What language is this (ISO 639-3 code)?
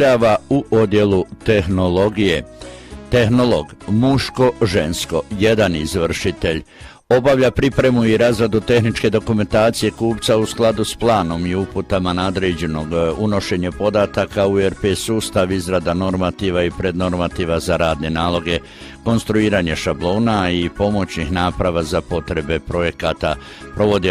hrv